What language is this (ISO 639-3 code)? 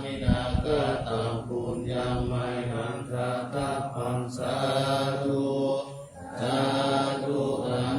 pli